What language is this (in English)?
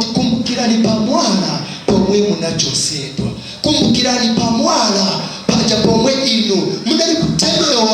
Nyanja